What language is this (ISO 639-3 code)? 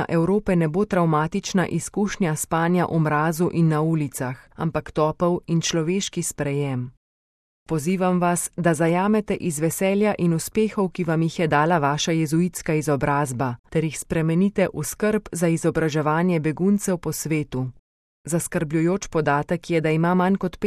slv